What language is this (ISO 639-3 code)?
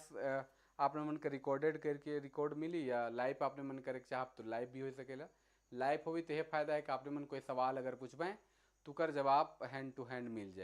sck